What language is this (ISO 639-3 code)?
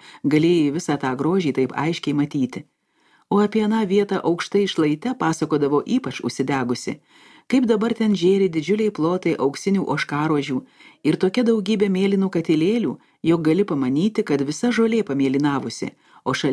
lit